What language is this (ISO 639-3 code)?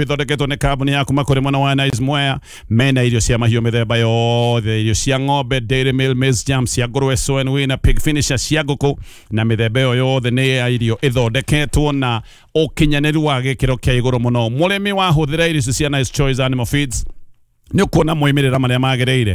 kik